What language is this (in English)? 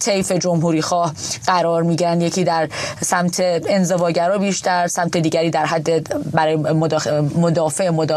Persian